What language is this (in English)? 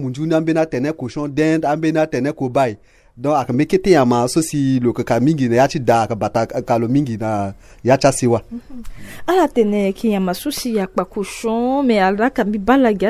Sango